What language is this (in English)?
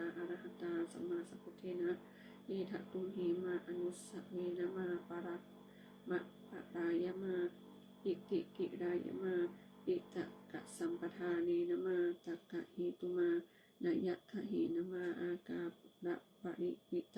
Pali